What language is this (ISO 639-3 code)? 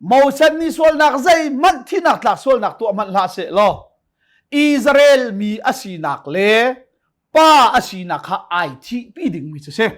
cnh